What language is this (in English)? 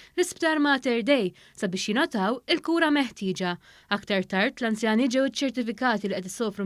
Maltese